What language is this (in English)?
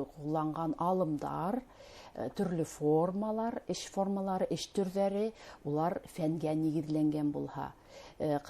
Bashkir